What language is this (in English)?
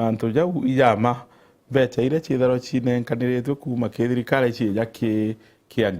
Meru